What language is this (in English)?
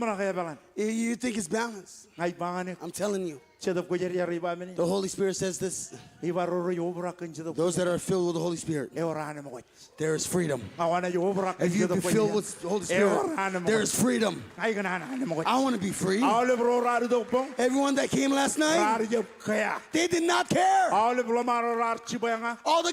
Marshallese